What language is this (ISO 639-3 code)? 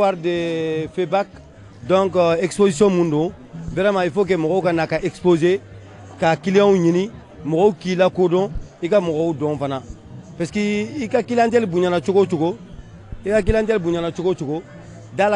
bam